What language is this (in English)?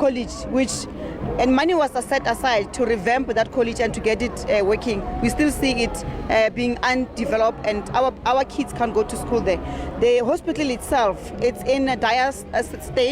Venda